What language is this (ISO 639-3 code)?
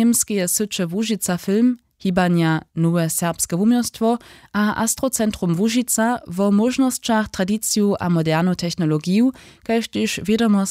hsb